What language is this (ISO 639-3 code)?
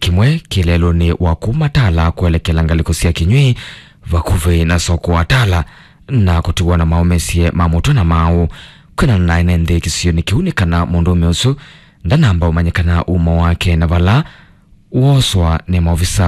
kam